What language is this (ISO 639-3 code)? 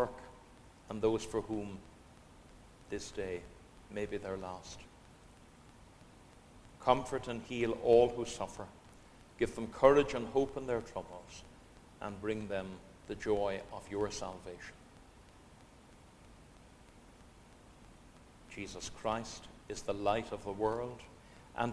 eng